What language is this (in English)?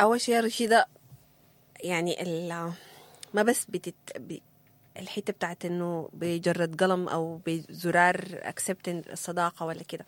Sudanese Arabic